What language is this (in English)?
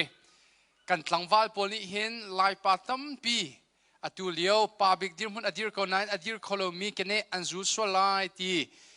Hakha Chin